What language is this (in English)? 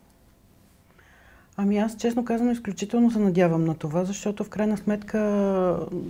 Bulgarian